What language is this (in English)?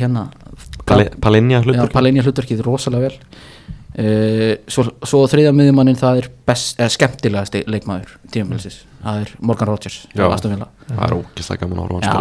Icelandic